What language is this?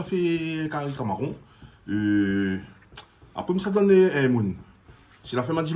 Réunion Creole French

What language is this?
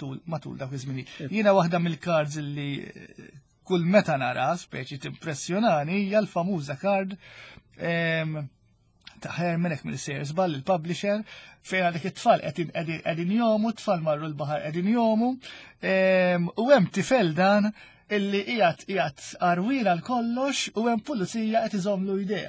Maltese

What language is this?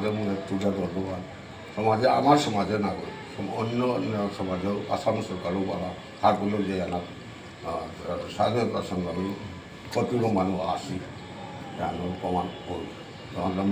Bishnupriya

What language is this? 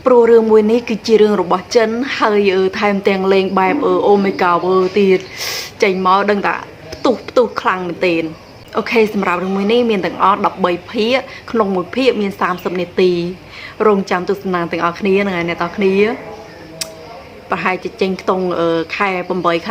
Khmer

